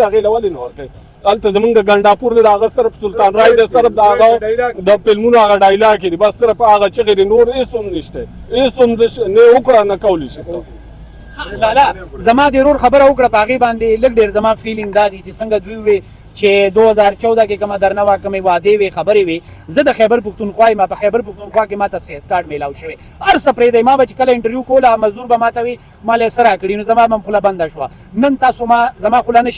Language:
Pashto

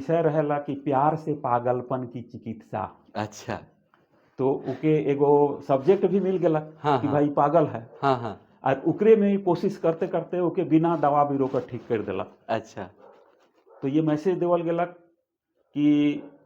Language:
Sadri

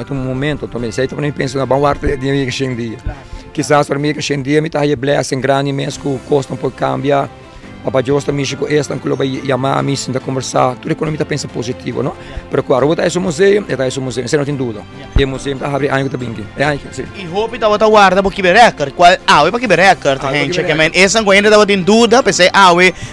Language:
Papiamento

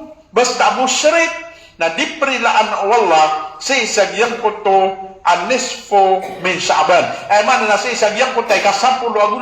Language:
Maranao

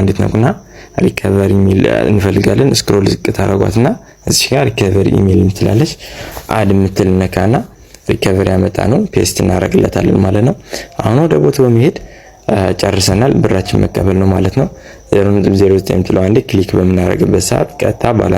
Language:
Amharic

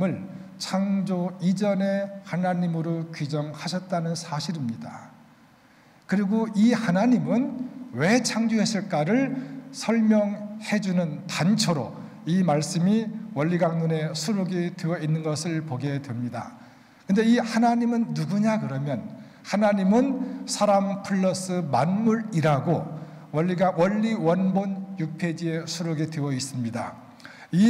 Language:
Korean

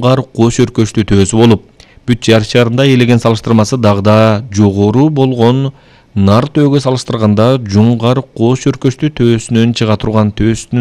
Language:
Kyrgyz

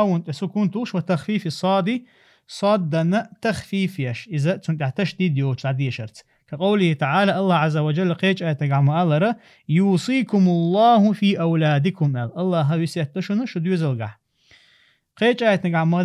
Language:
Chechen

